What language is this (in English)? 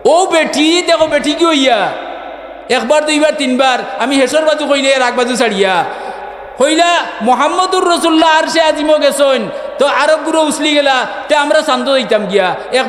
Sylheti